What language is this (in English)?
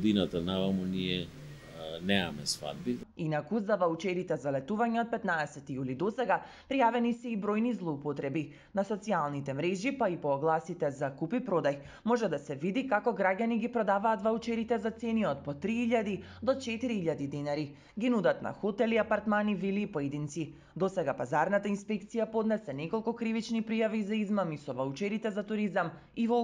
Macedonian